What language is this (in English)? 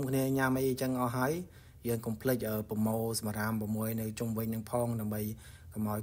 Khmer